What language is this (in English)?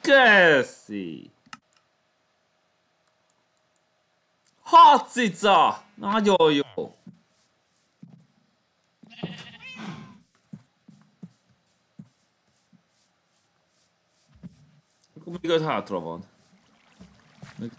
Hungarian